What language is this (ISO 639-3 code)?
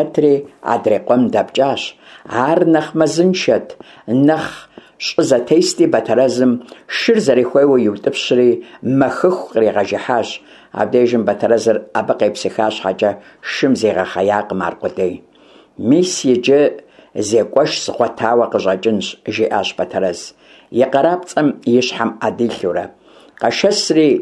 kbd